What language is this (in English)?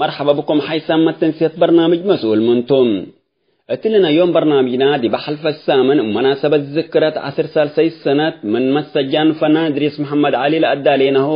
Tigre